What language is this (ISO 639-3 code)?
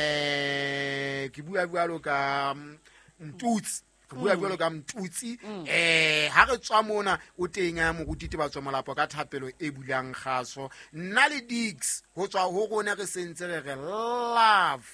sot